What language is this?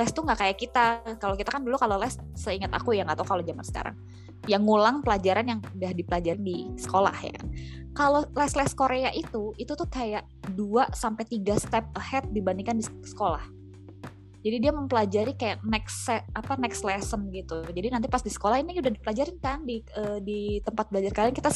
Indonesian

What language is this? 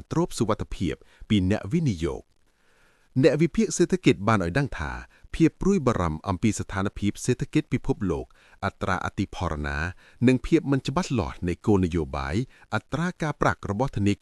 Khmer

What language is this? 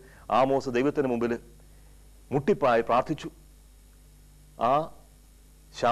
Malayalam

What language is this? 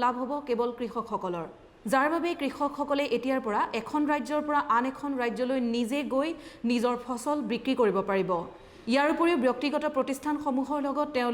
Assamese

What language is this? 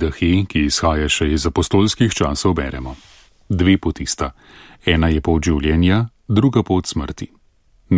Slovenian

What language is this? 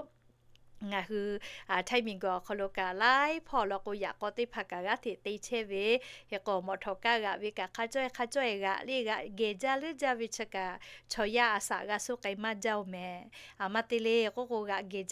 Lahu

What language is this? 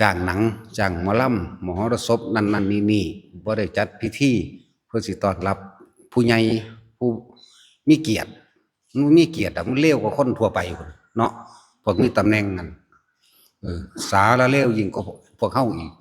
Northeastern Thai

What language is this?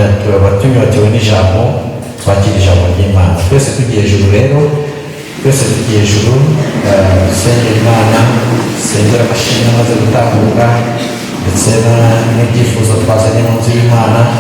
Kinyarwanda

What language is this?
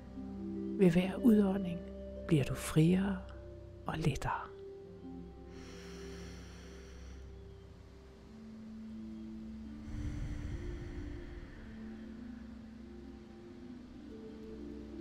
Danish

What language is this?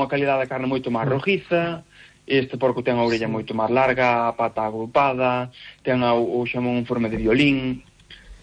Galician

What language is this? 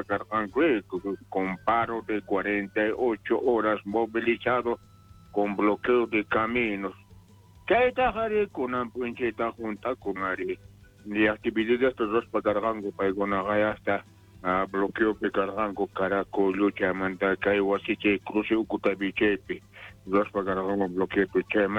South Bolivian Quechua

